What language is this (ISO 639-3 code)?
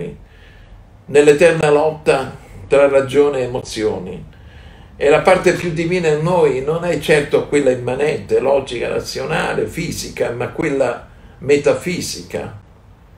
ita